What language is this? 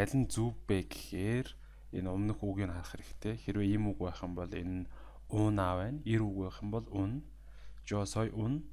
Mongolian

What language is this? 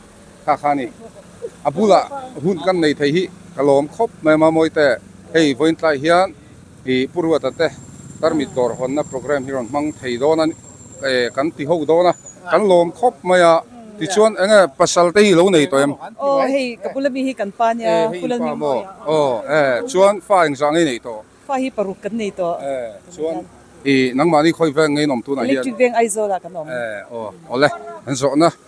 Mizo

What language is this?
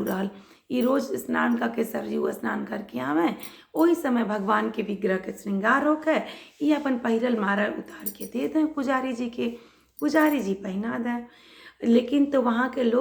Bhojpuri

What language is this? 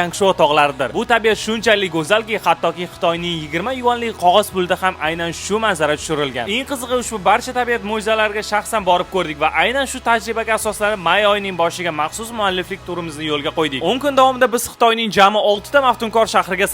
Uzbek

